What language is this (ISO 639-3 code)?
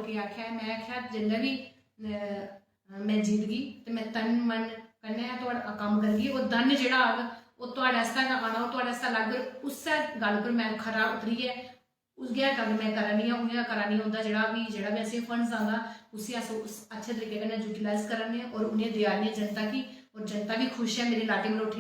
doi